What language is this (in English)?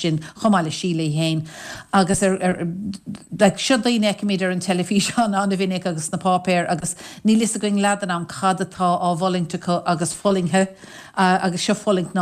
Irish